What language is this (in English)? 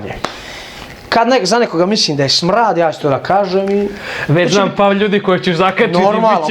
Bosnian